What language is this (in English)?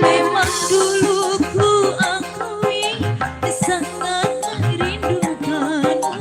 Betawi